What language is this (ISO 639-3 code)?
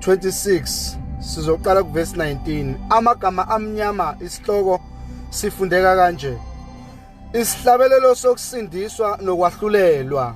zul